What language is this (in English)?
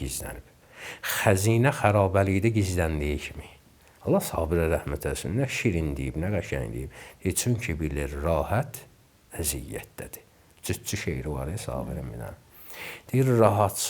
Azerbaijani